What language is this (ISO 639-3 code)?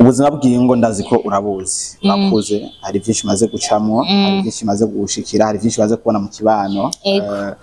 run